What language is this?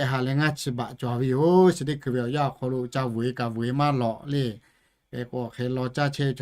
Lahu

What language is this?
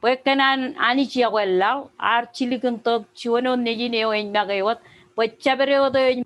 Marshallese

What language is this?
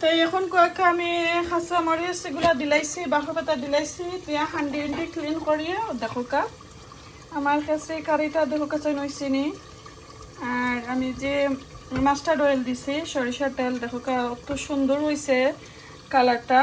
Sylheti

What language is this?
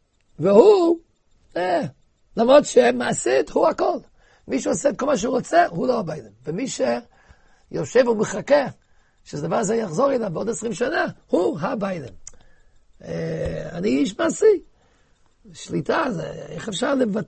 Hebrew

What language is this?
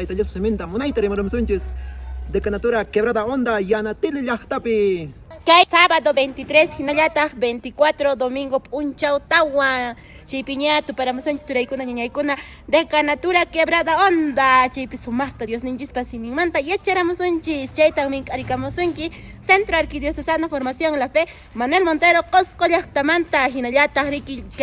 Quechua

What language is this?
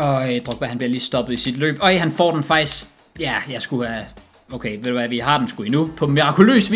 Danish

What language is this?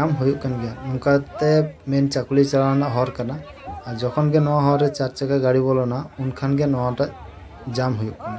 Santali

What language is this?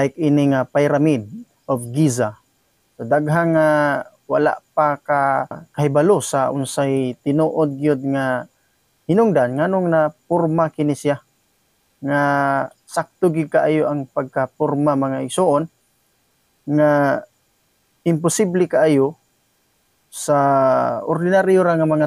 Cebuano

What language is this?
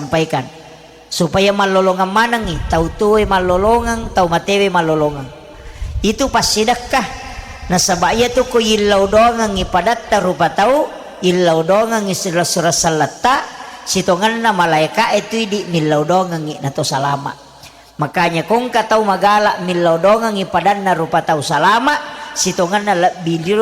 Buginese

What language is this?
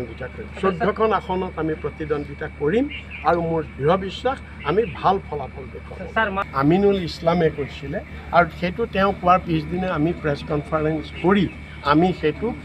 Assamese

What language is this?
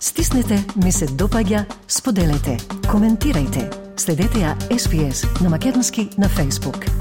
Macedonian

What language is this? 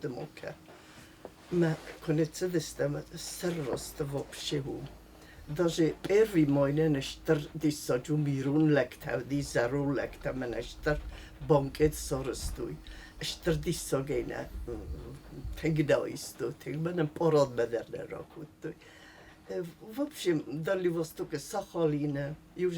Ossetic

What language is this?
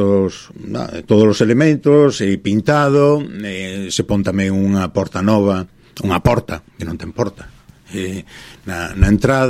Galician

